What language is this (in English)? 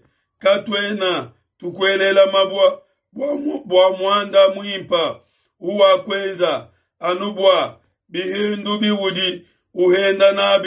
Luba-Lulua